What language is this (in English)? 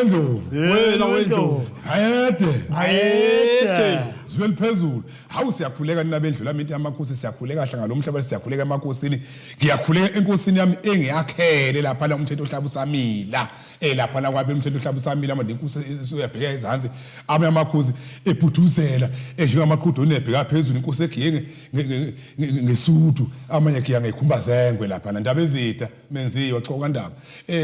Zulu